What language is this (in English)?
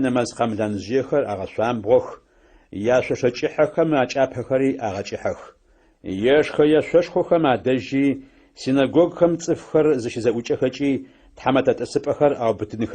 Adyghe